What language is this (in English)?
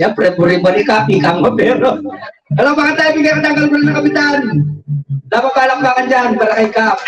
Pampanga